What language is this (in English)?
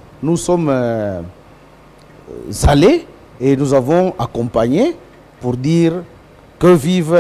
French